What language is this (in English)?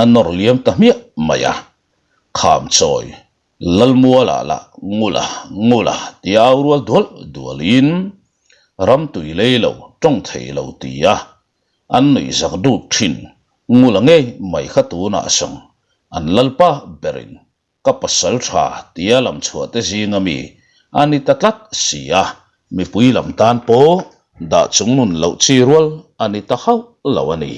Mizo